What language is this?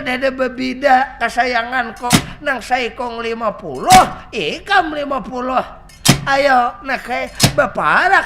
Banjar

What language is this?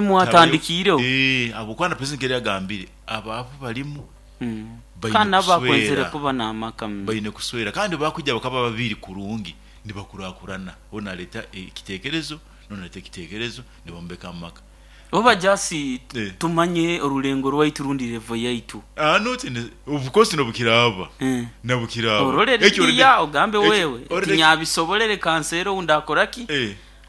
Nyoro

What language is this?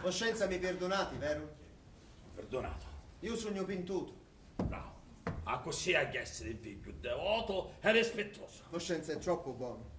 Sicilian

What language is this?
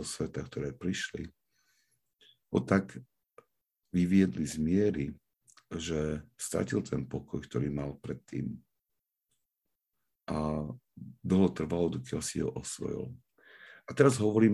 Slovak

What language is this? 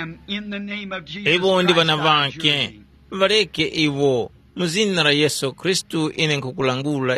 Tumbuka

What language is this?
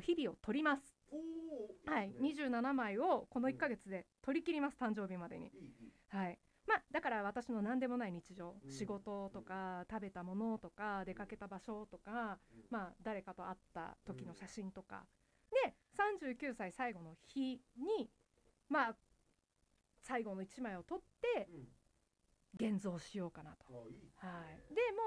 Japanese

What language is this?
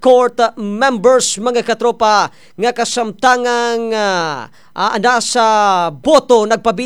Cebuano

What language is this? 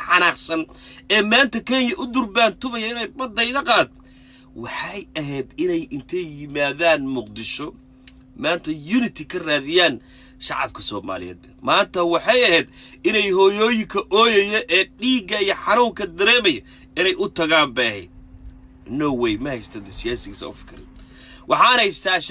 Somali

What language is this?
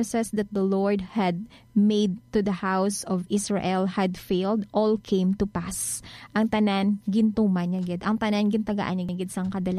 Hiligaynon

